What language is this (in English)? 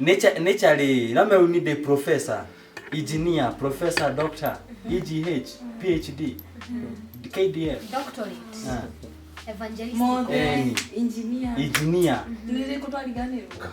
Kikuyu